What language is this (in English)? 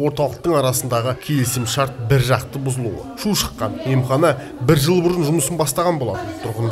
Kazakh